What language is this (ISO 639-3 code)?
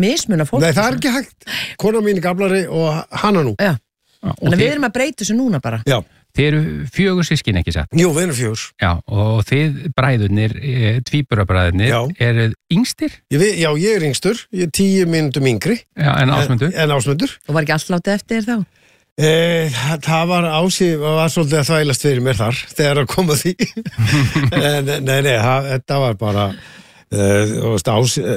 isl